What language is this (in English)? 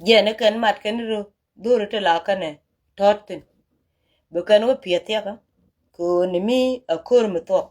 Nuer